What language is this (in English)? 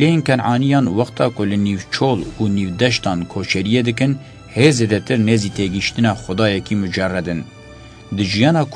Kurdish